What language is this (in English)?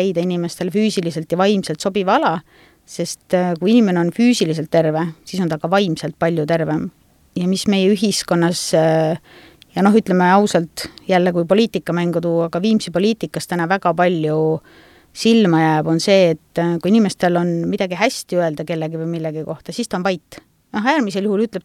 Estonian